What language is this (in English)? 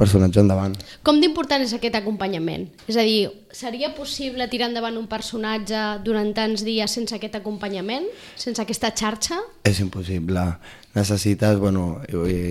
Catalan